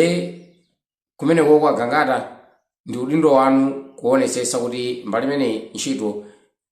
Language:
Nyanja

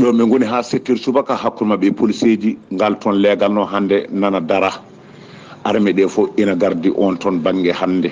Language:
Fula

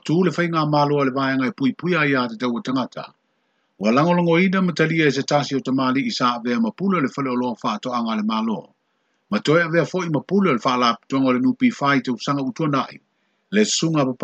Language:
Samoan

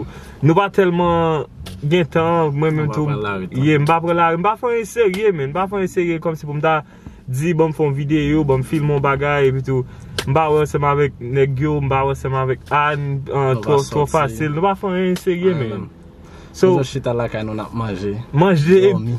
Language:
Haitian Creole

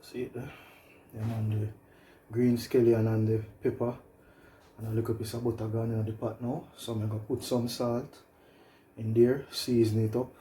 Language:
Jamaican Creole English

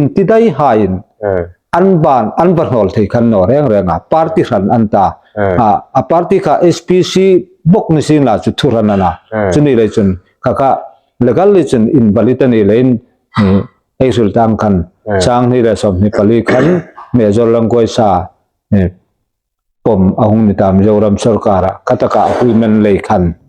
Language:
Hmar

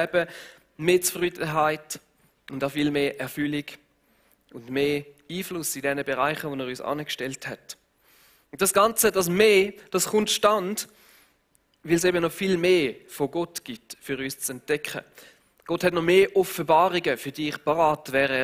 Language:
Swiss German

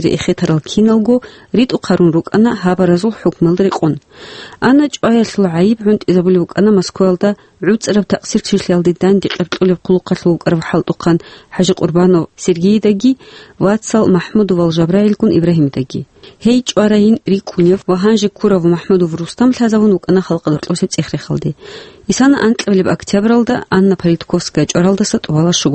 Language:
Avaric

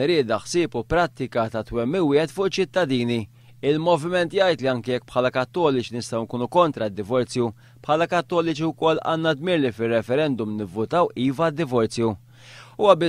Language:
Maltese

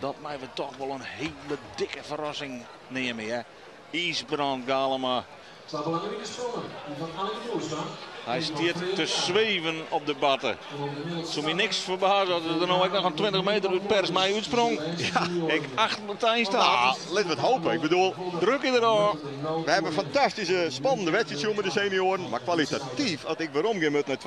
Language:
Western Frisian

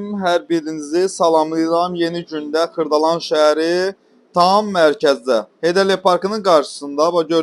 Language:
Azerbaijani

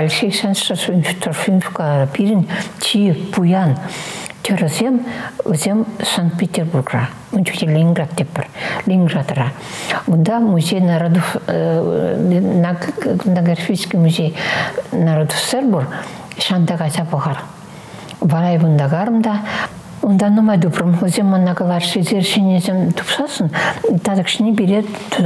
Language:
Chuvash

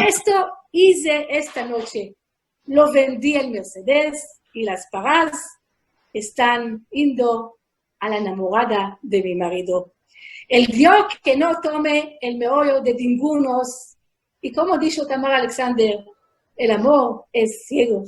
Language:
Ladino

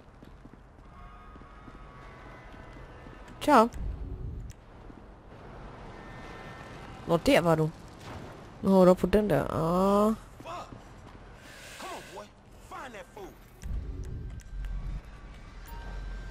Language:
Danish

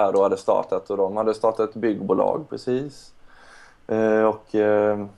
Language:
Swedish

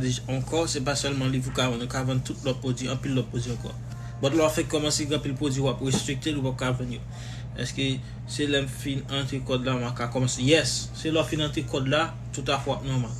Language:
Haitian Creole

